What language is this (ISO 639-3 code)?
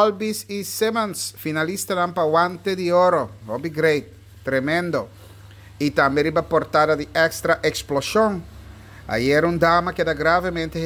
pap